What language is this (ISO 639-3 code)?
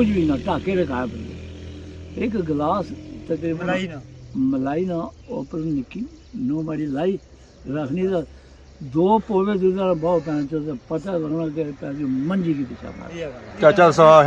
phr